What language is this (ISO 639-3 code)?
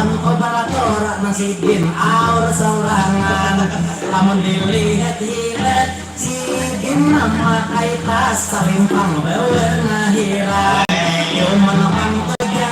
bjn